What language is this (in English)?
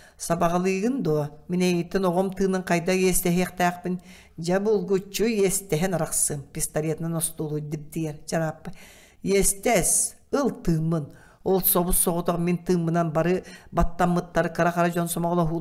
Yakut